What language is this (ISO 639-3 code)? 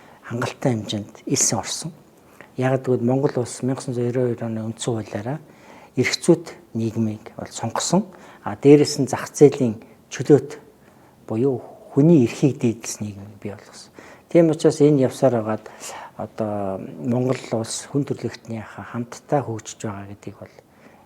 mon